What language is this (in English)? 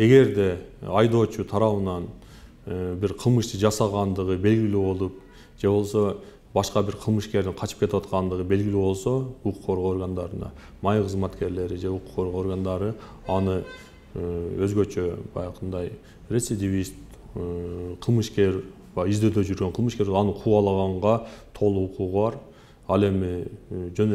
Kyrgyz